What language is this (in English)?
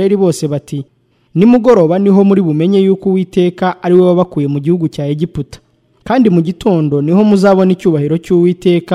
Kinyarwanda